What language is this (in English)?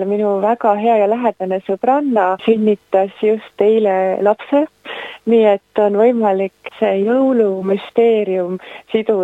Estonian